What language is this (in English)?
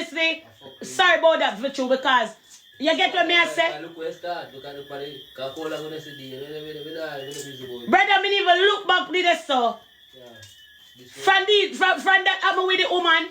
Jamaican Creole English